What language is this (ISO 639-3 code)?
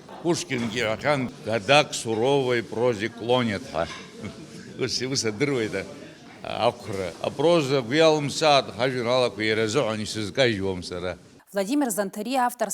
abk